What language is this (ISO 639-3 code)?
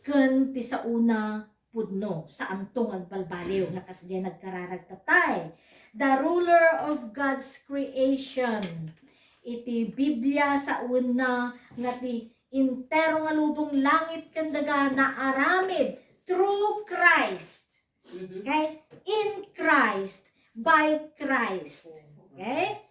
ilo